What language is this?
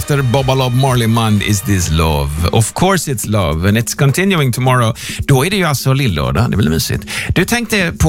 Swedish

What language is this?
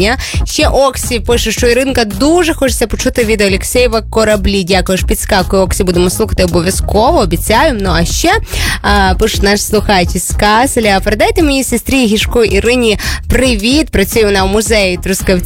Ukrainian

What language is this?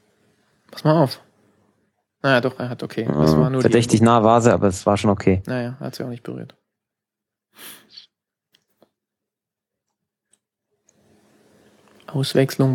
German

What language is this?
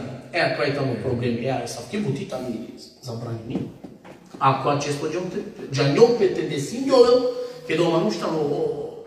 Balkan Romani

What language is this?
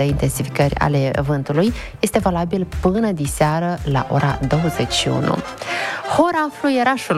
Romanian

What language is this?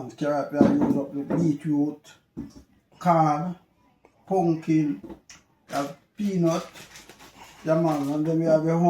Jamaican Creole English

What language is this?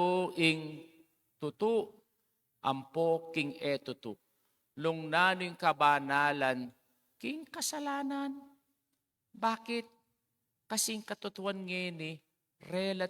Pampanga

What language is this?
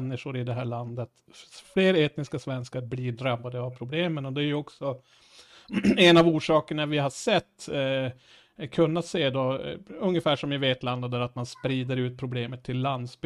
Swedish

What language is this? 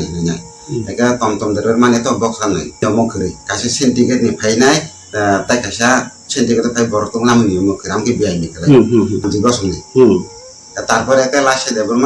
Kok Borok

